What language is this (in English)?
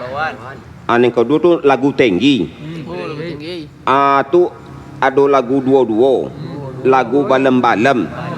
Minangkabau